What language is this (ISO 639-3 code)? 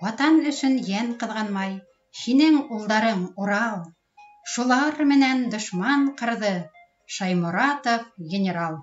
bak